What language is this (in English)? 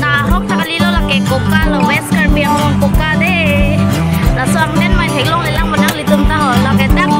Karbi